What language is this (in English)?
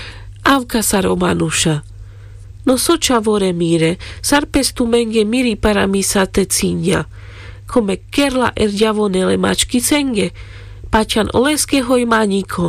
Carpathian Romani